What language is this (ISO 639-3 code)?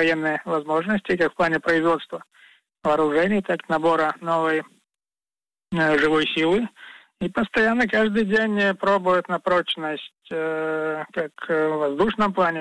rus